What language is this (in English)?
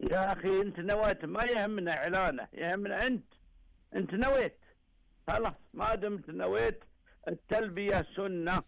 Najdi Arabic